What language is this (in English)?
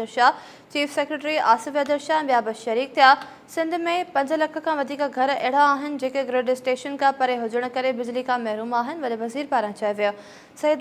Sindhi